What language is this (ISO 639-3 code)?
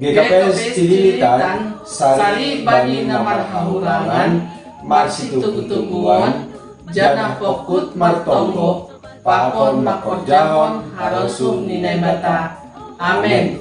bts